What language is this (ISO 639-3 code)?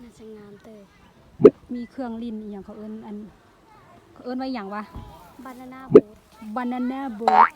lao